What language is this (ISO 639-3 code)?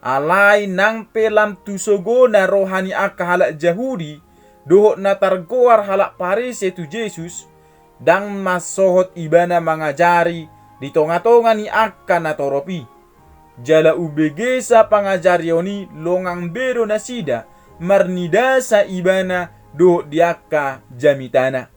bbc